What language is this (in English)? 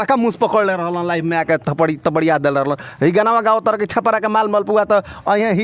Bhojpuri